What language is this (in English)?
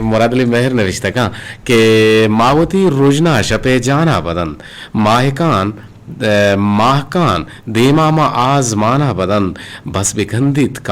Eastern Balochi